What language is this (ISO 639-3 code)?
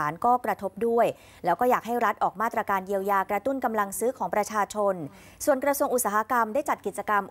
tha